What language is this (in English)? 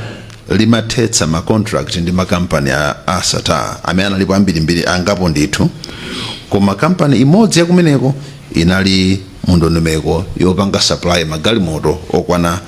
Nyanja